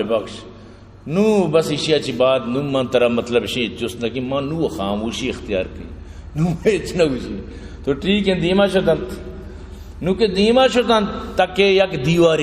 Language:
Baluchi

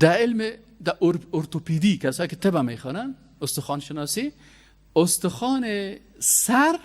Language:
Persian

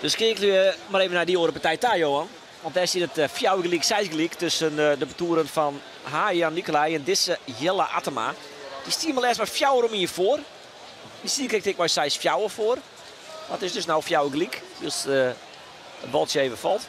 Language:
Western Frisian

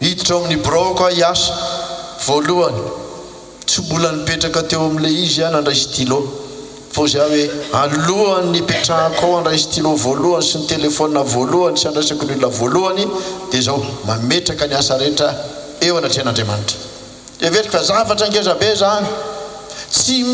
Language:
Malagasy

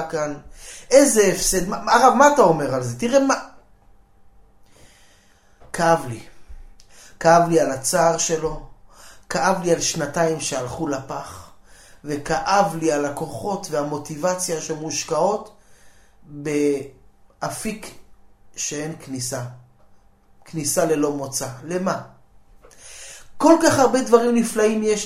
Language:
Hebrew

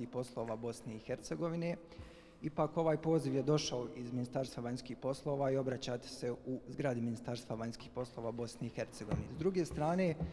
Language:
Bosnian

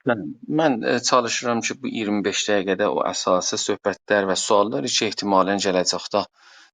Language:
South Azerbaijani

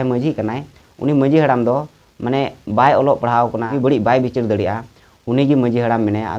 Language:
Santali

